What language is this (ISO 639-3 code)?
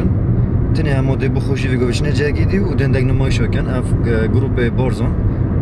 kur